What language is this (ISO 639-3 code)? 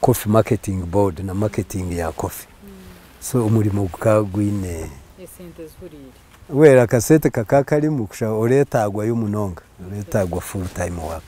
nyn